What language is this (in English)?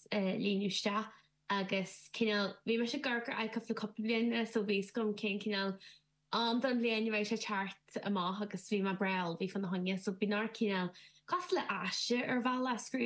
Irish